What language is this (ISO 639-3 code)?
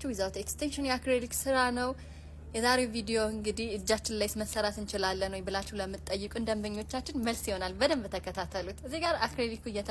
amh